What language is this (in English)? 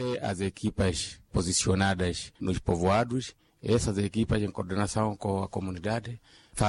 Makhuwa